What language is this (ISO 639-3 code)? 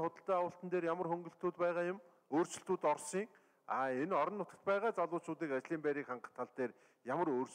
mon